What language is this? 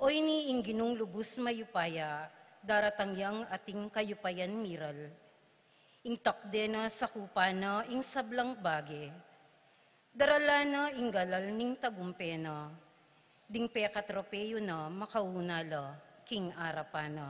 Pampanga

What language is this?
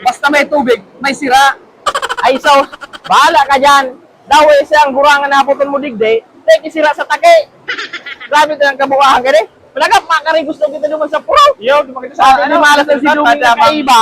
Bikol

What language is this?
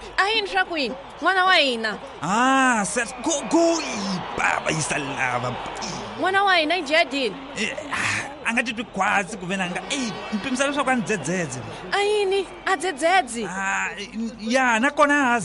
Tsonga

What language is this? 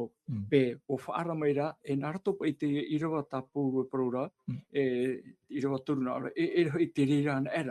Tahitian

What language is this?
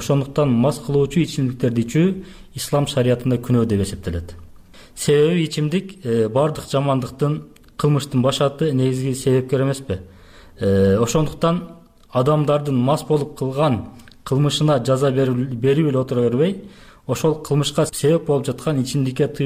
Kyrgyz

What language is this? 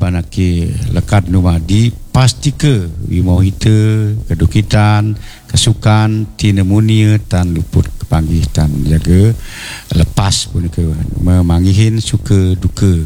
Balinese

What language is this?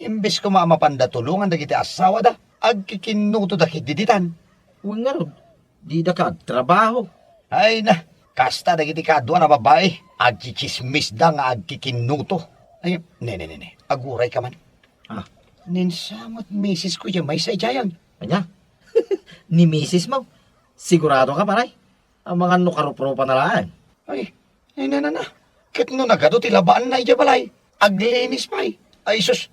Iloko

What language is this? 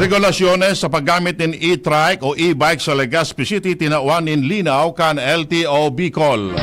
Bikol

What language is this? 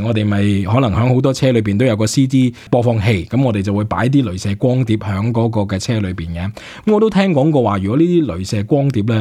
Cantonese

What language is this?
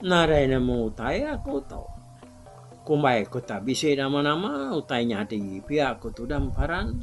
Iban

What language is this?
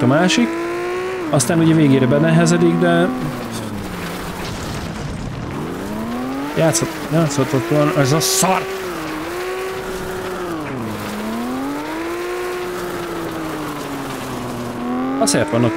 Hungarian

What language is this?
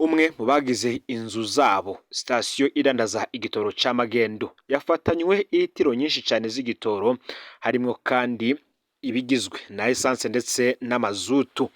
Rundi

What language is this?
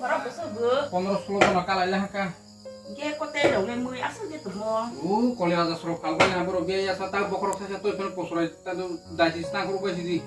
Kok Borok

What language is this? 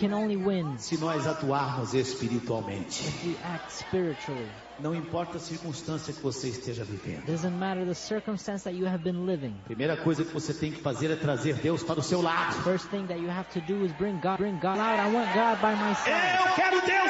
Portuguese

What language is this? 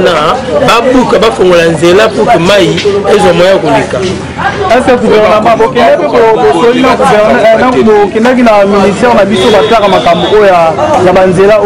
Lingala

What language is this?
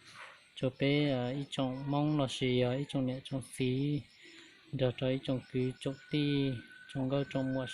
Hmong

